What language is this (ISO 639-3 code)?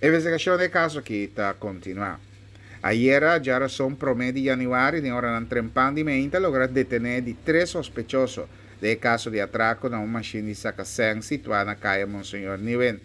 pap